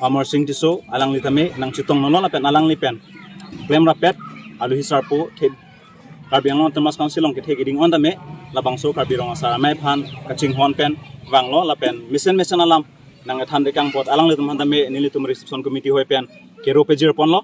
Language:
Karbi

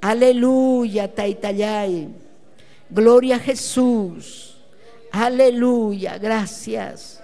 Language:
Ayacucho Quechua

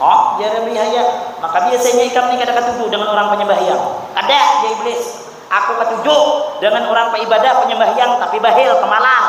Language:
Banjar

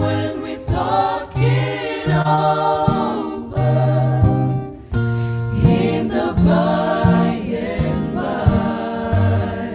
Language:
Fijian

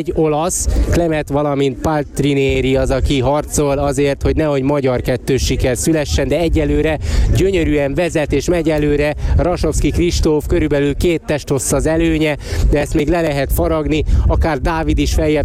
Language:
Hungarian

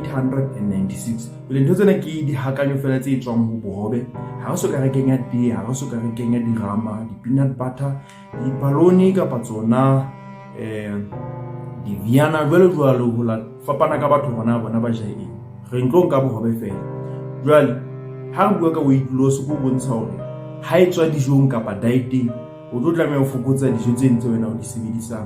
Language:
Southern Sotho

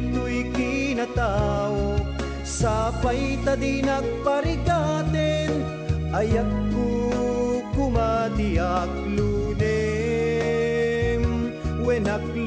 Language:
Iloko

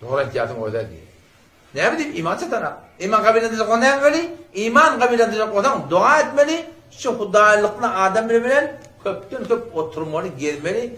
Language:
Turkmen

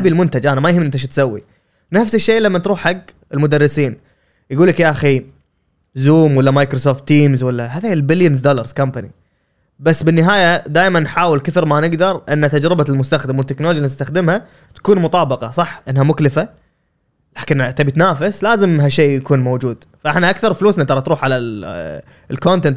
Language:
Gulf Arabic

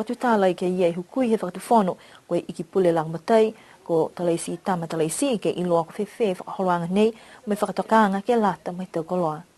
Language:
Niuean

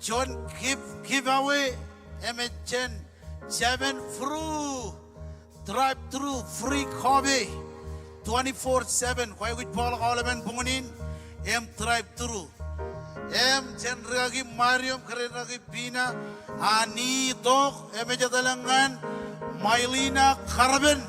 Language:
Marshallese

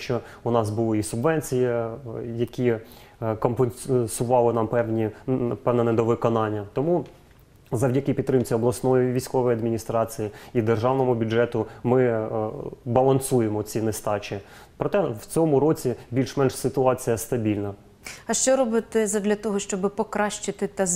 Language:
Ukrainian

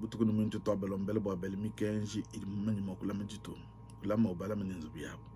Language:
Luba-Lulua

